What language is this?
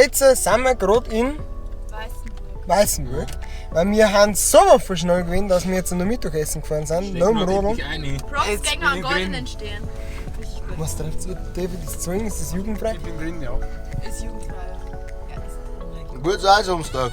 Bavarian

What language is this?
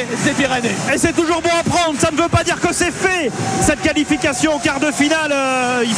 French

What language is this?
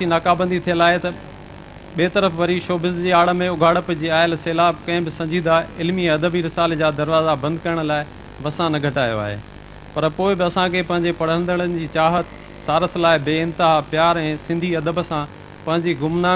Sindhi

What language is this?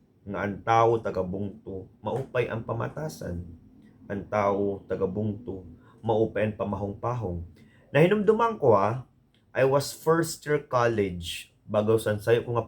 Waray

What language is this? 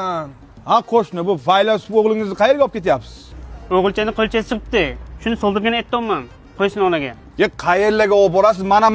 Uzbek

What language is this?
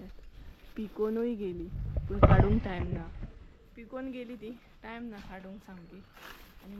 Konkani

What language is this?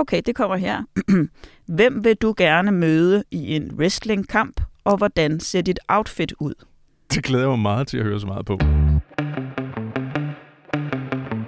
Danish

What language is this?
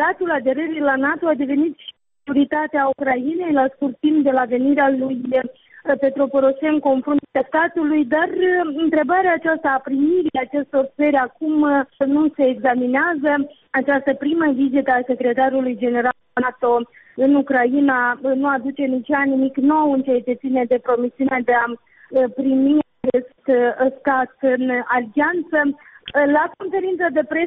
Romanian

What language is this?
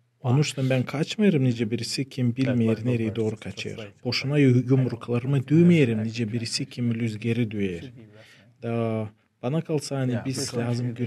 Gagauz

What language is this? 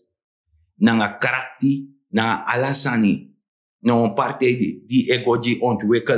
Sranan Tongo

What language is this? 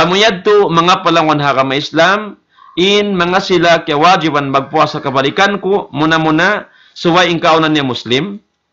Tausug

